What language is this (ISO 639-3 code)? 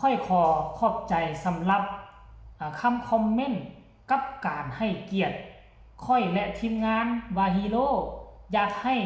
lao